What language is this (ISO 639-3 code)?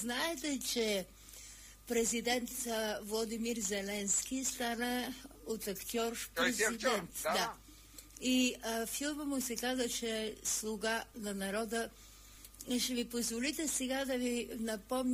bul